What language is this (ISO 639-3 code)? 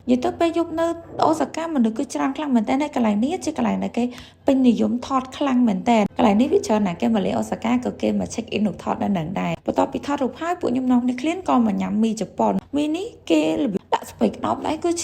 khm